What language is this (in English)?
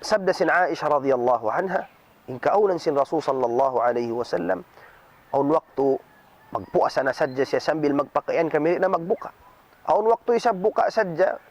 Tausug